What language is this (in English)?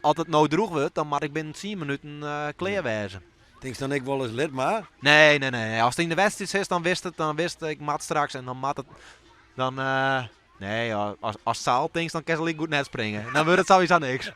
Western Frisian